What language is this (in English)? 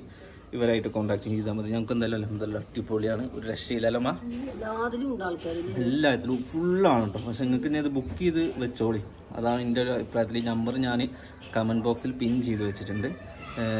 Malayalam